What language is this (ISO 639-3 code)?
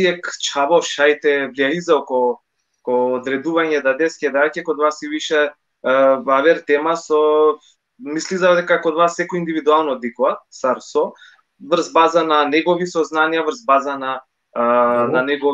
rmn